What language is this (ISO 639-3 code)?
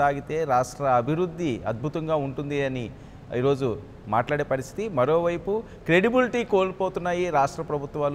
tel